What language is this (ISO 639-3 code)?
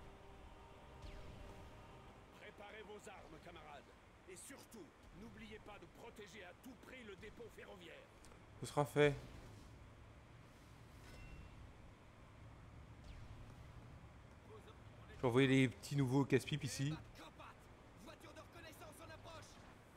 fra